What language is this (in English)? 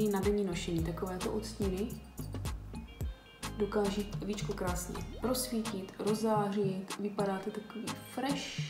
Czech